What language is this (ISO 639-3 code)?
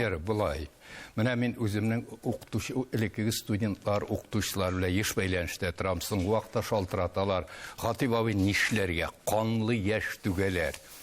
tat